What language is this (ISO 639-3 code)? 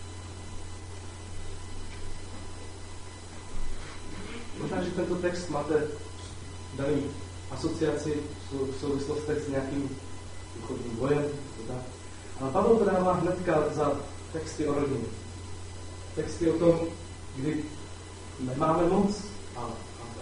ces